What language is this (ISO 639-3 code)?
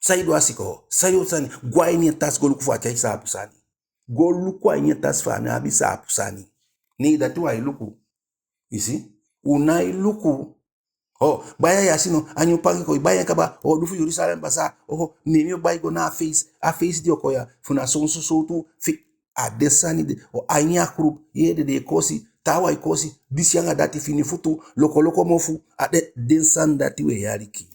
djk